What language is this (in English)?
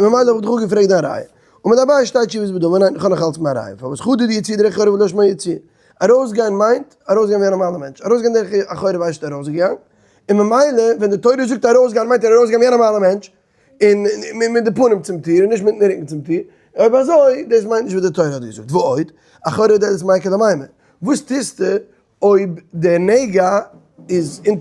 Yiddish